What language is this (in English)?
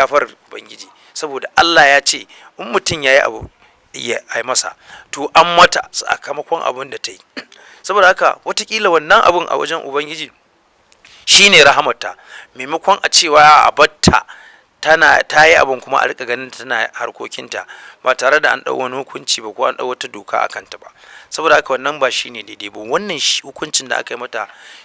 Hausa